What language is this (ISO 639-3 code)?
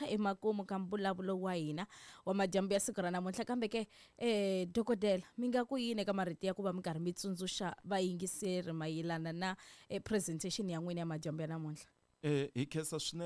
tso